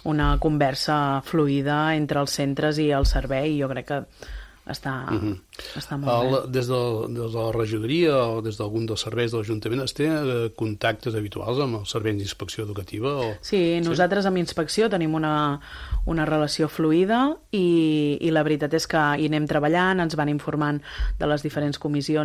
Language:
Catalan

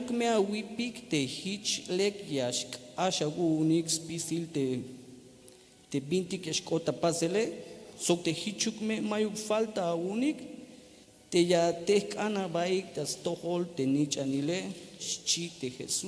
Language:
Tzeltal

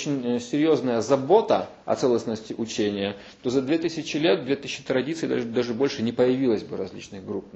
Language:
Russian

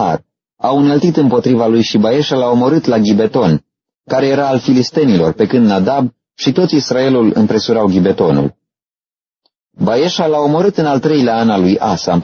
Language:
Romanian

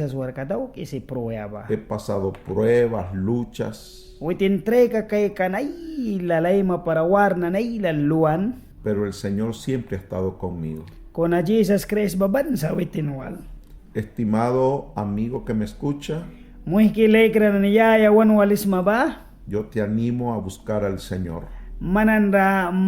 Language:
Mískito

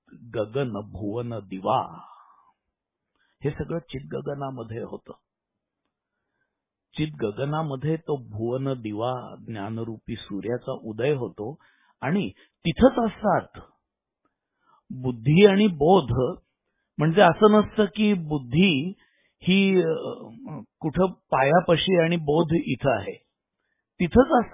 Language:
Marathi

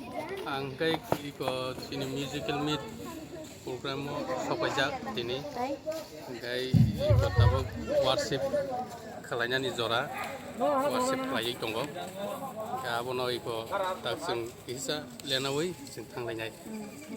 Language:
Kok Borok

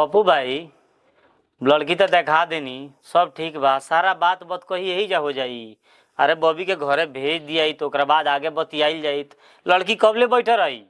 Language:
Bhojpuri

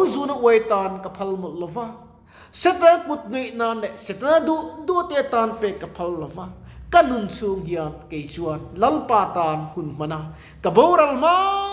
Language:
Mizo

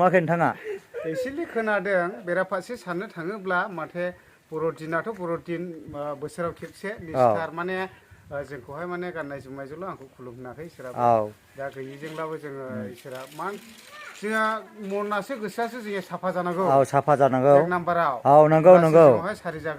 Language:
Bodo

